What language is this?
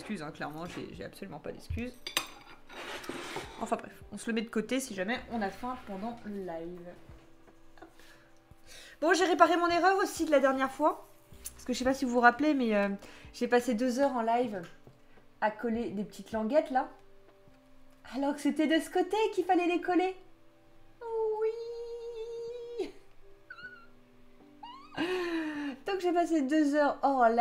French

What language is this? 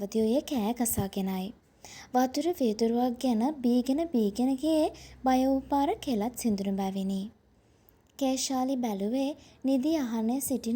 Sinhala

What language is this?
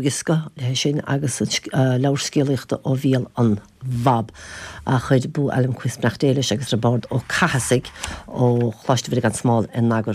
Irish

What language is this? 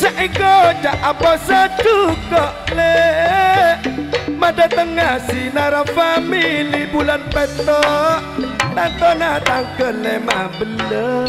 Madurese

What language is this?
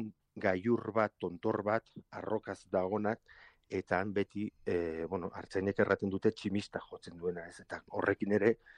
Basque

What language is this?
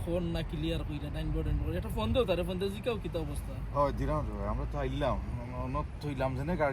Sylheti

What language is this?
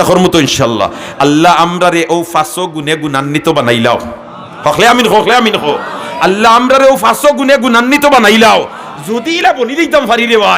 Sylheti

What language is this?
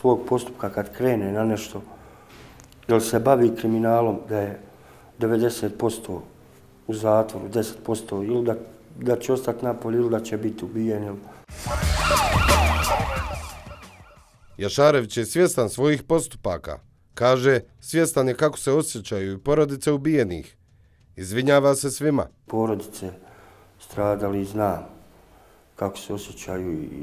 Bosnian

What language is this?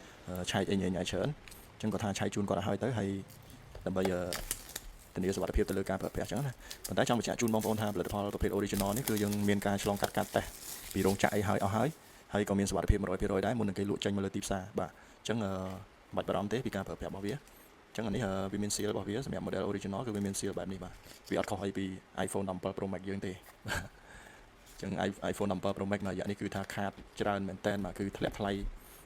Khmer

